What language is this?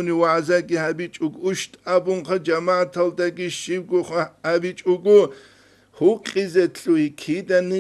Avaric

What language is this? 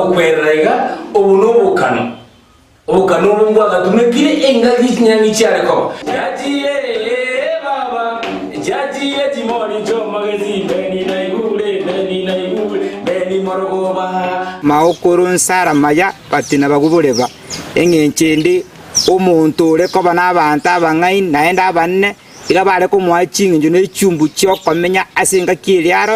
Gusii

